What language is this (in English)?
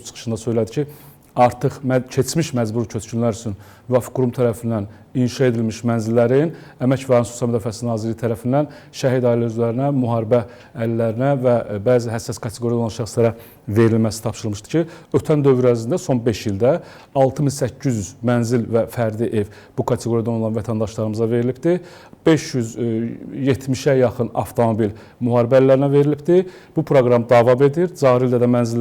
Azerbaijani